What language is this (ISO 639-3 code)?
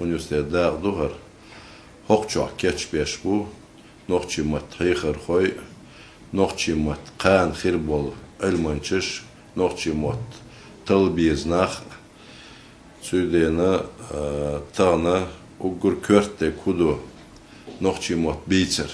che